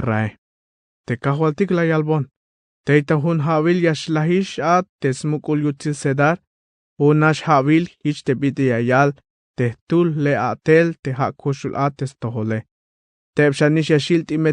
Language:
Tzeltal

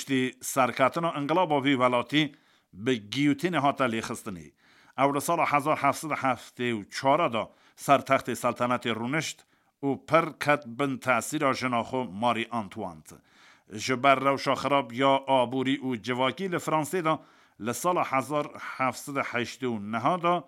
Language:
Kurdish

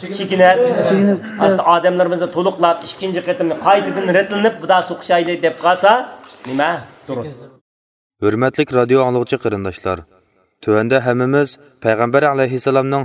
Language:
Uyghur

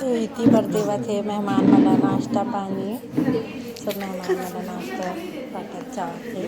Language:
Chhattisgarhi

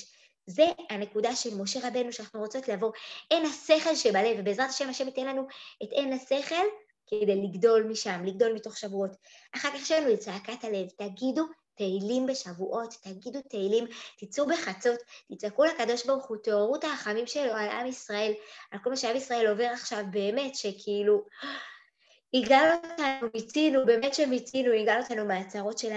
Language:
Hebrew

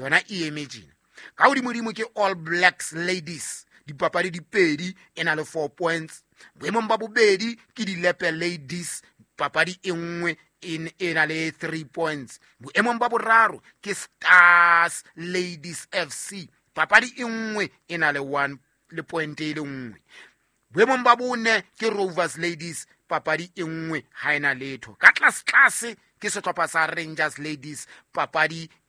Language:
Southern Sotho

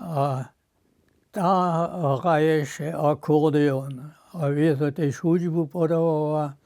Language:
Upper Sorbian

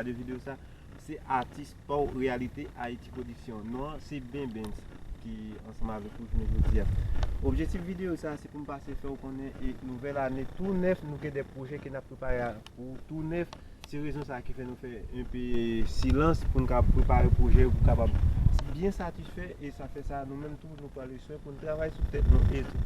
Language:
Haitian Creole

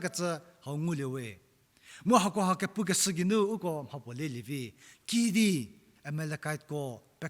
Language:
Angami Naga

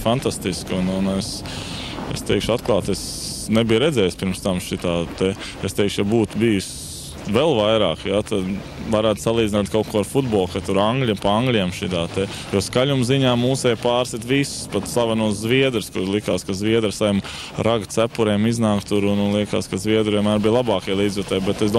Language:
Latvian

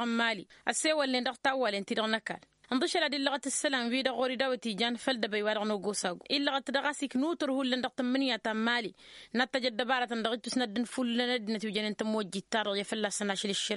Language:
Tamasheq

